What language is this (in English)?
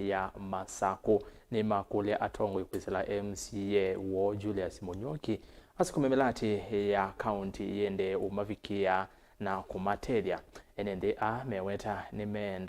Kamba